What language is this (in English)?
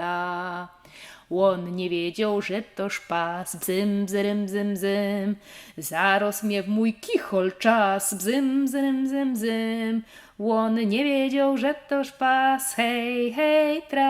Silesian